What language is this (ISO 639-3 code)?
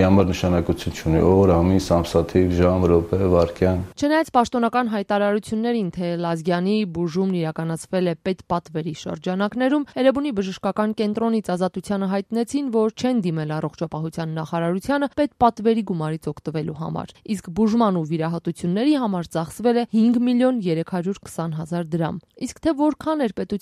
hye